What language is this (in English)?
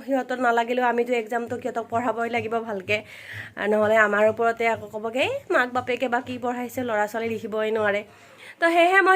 Assamese